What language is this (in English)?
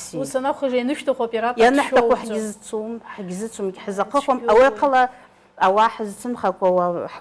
Abkhazian